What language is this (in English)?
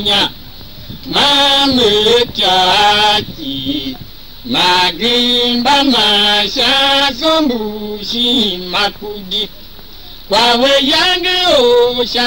Tiv